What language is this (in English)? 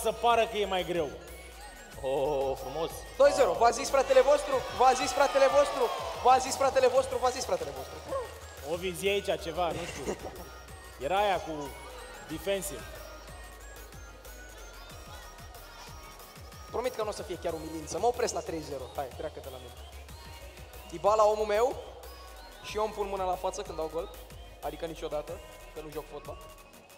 Romanian